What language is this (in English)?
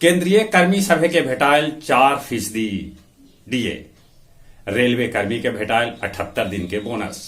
Magahi